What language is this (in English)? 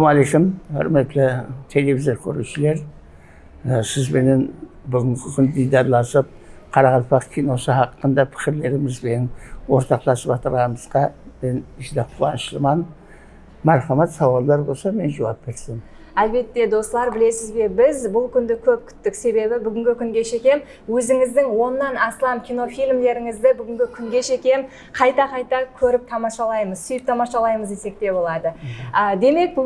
Kara-Kalpak